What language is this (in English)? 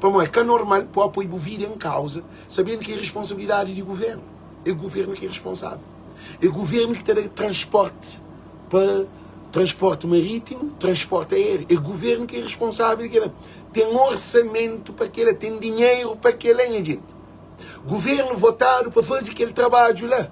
Kabuverdianu